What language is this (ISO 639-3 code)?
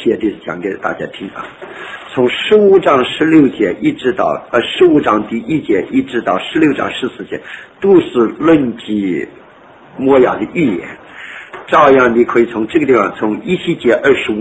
zho